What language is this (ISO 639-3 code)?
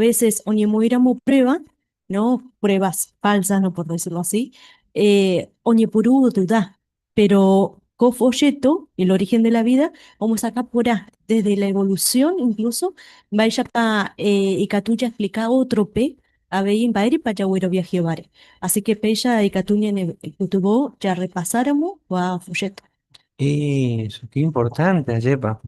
grn